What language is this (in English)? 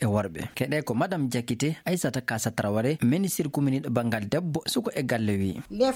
Fula